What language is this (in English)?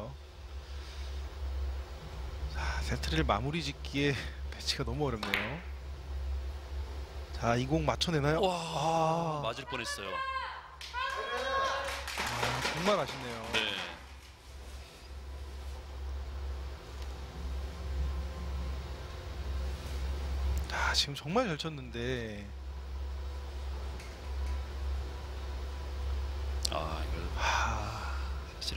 Korean